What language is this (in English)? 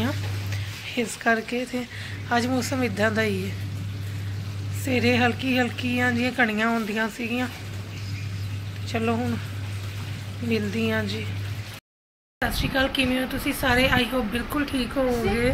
Punjabi